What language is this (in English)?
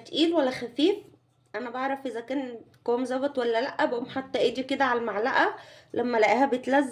Egyptian Arabic